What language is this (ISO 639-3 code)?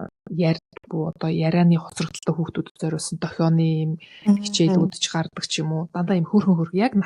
mon